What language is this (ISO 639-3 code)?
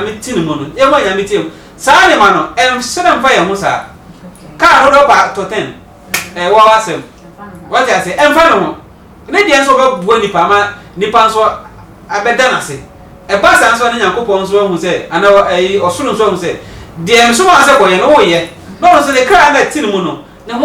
aka